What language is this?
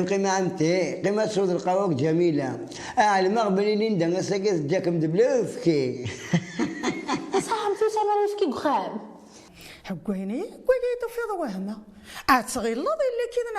Kabyle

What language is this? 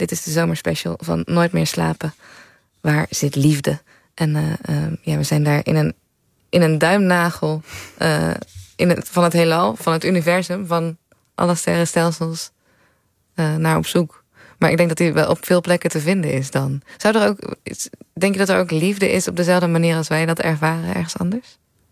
Dutch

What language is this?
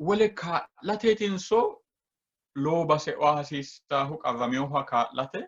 Sidamo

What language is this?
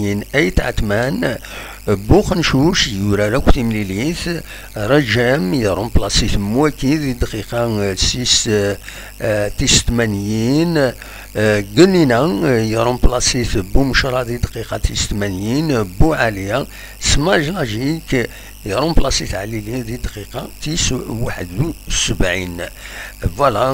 Kabyle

